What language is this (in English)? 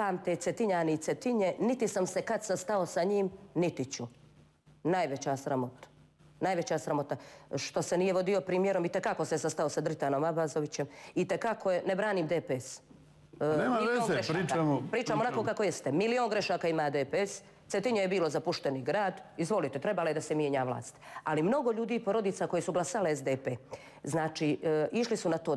Serbian